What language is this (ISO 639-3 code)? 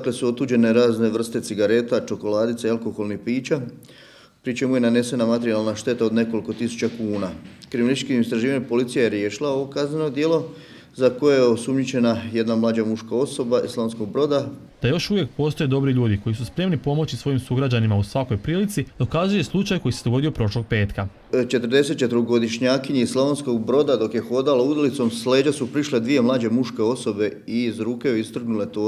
hrv